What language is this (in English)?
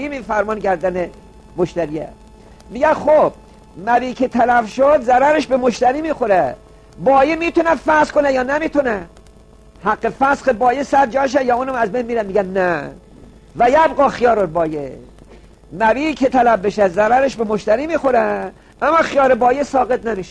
Persian